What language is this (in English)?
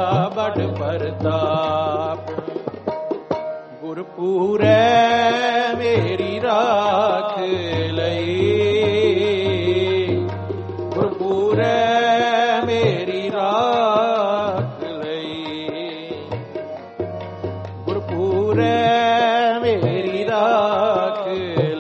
Punjabi